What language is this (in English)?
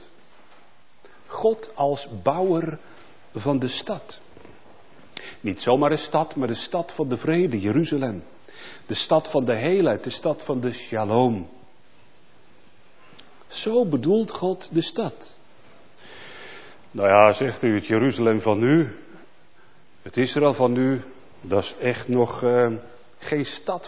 Dutch